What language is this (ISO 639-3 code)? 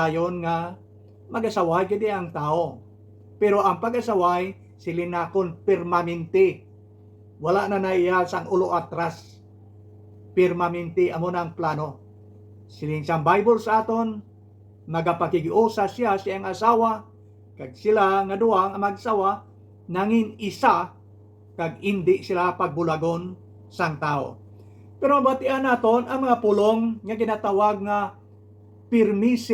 hil